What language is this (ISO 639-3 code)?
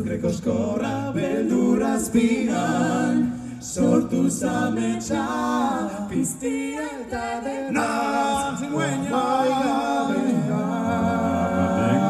eus